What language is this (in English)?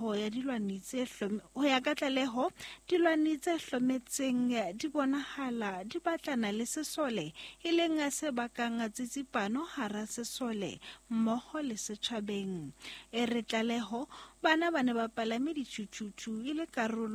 Southern Sotho